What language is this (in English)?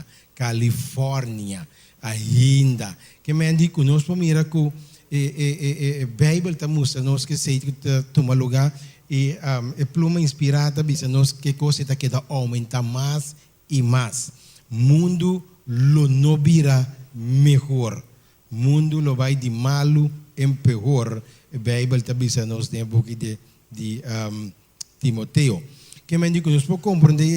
Papiamento